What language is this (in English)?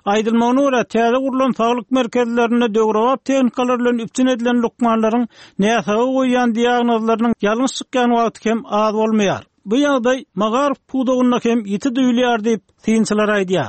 Turkmen